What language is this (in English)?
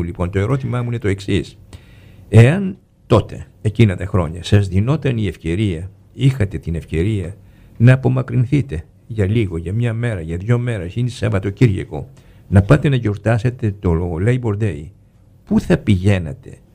Greek